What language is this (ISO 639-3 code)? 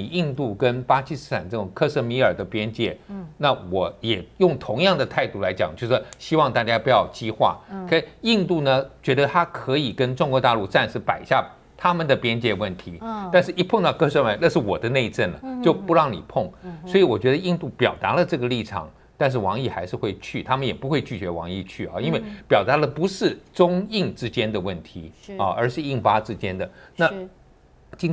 zho